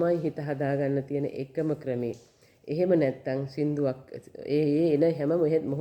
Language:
Sinhala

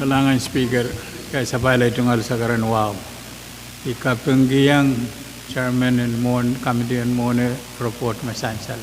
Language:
Pohnpeian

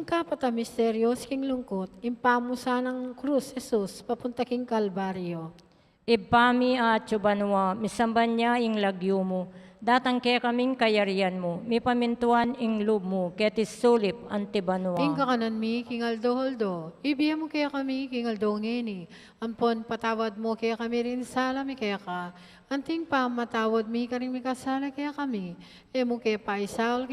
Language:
Pampanga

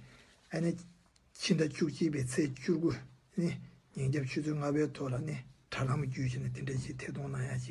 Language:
Tibetan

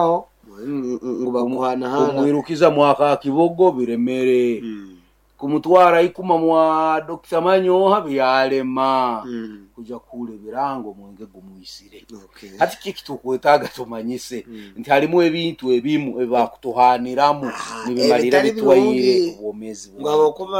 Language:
Nyoro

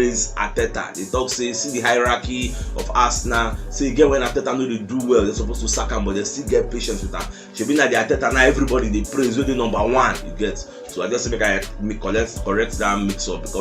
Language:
Nigerian Pidgin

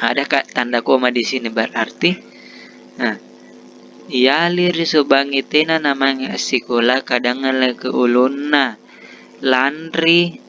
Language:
Makasar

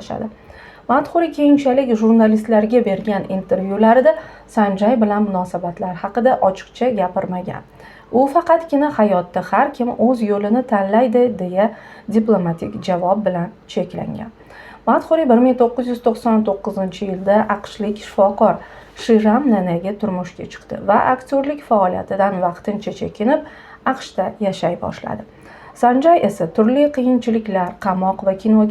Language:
Uzbek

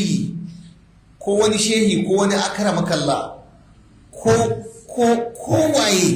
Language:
Hausa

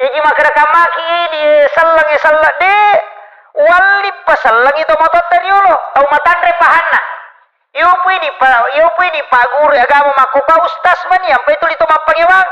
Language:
Buginese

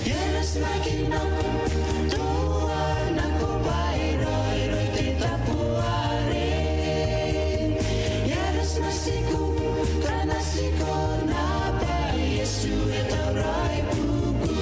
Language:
Gilbertese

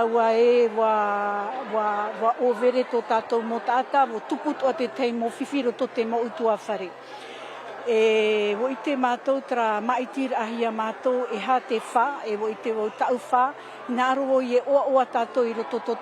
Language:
Tahitian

